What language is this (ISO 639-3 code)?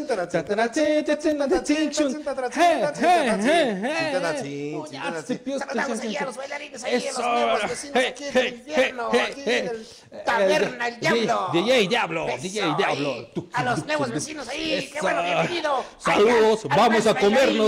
mxp